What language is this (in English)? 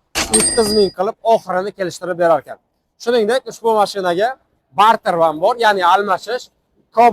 Uzbek